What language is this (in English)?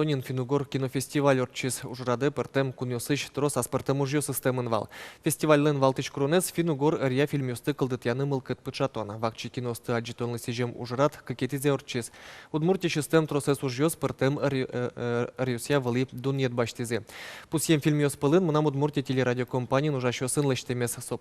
Udmurt